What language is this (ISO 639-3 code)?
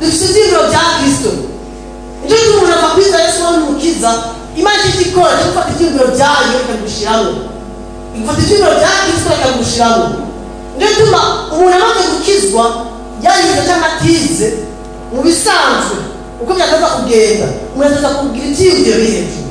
run